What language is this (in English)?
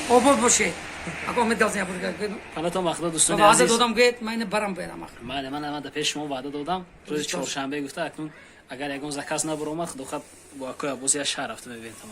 Tajik